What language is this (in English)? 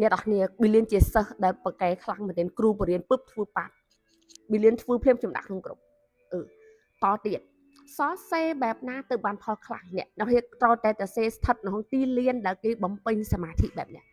Khmer